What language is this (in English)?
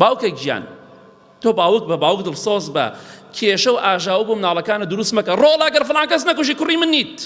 Central Kurdish